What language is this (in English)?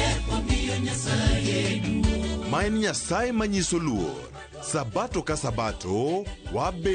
Luo (Kenya and Tanzania)